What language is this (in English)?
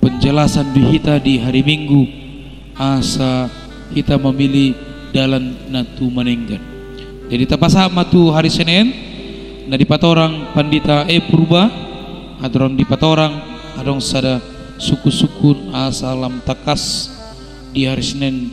Batak Toba